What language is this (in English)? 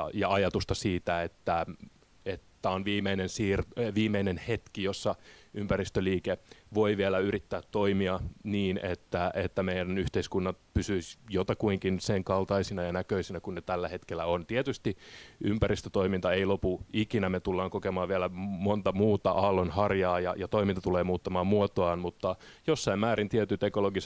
Finnish